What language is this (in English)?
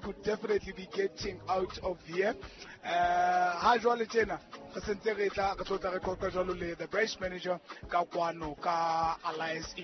Southern Sotho